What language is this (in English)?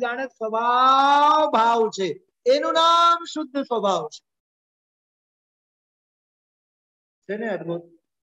Gujarati